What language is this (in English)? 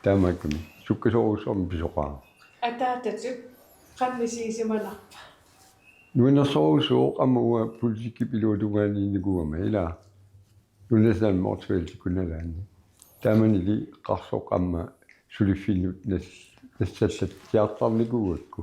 Kalaallisut